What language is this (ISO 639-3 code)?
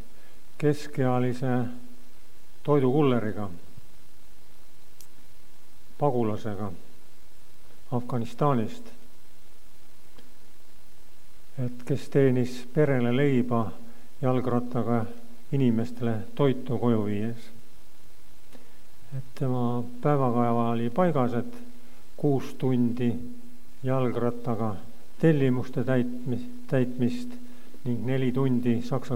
est